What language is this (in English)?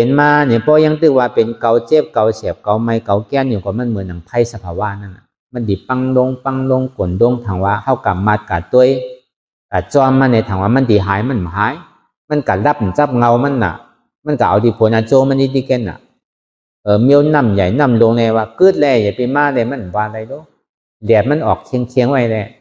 Shan